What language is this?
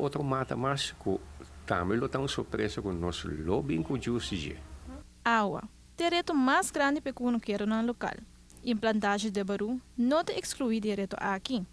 Papiamento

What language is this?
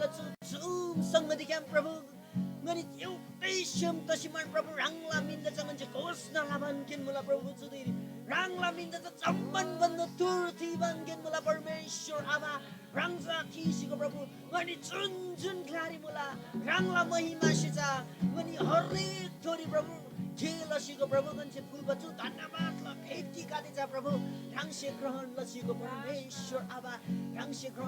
Eastern Tamang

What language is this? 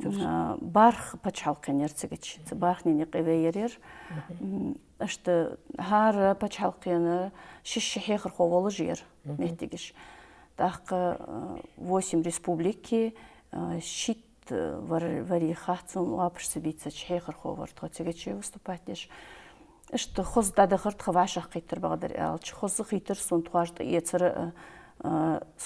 Ingush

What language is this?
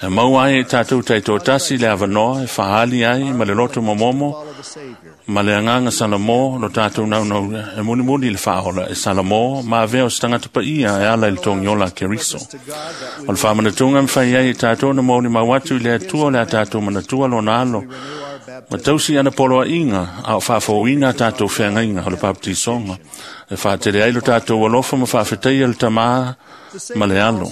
Samoan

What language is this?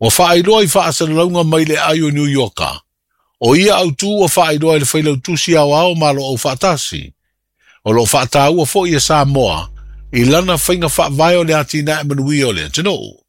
Samoan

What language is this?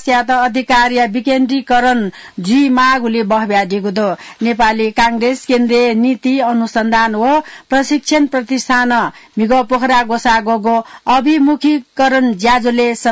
Newari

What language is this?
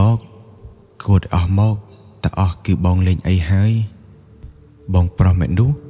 Khmer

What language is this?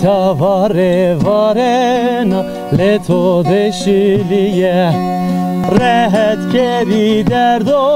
Zaza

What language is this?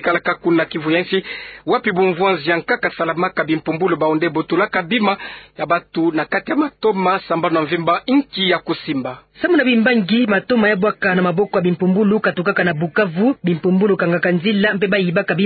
Kituba (Democratic Republic of Congo)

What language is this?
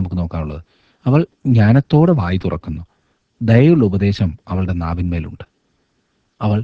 Malayalam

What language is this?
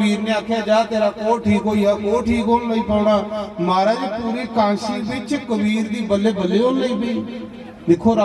Dogri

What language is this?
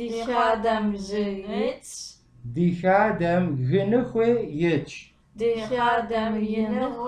Kabardian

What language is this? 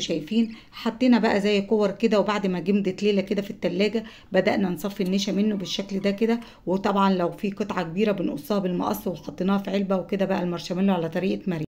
Egyptian Arabic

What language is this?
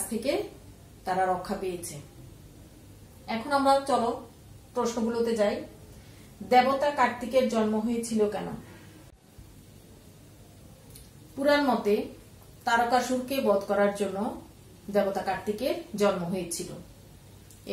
Bangla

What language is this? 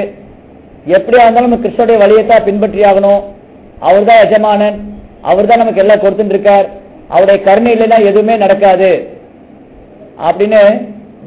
Tamil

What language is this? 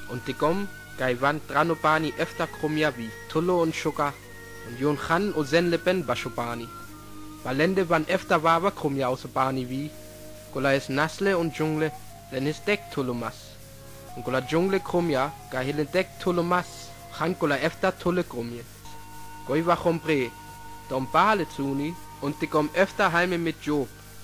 Sinte Romani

